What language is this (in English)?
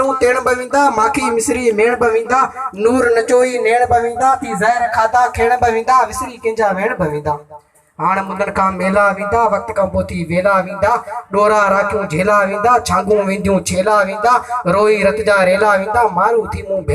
Sindhi